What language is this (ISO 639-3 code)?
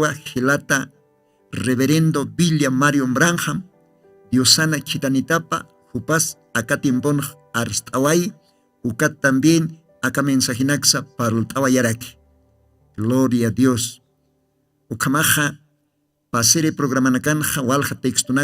aym